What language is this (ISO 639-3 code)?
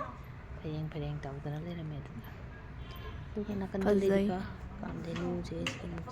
mni